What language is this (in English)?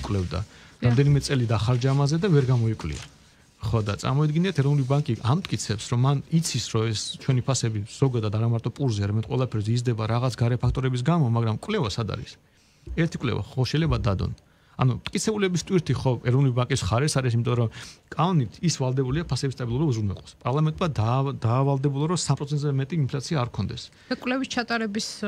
Georgian